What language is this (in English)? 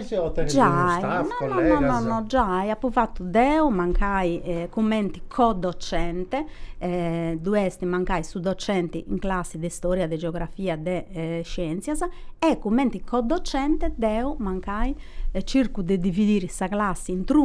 Sardinian